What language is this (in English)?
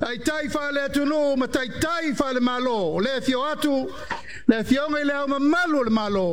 Samoan